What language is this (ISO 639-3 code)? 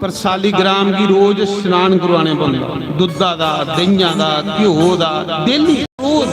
doi